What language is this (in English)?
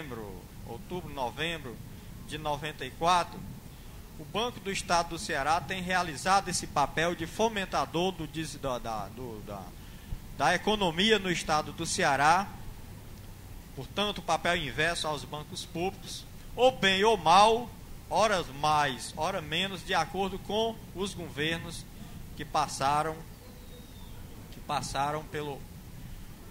Portuguese